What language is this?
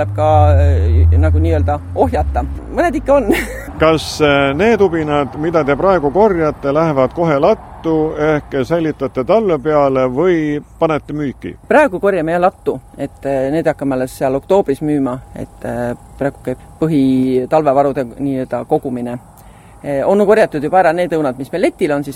Estonian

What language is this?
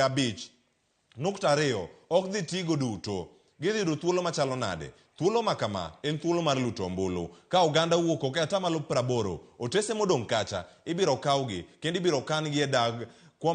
Luo (Kenya and Tanzania)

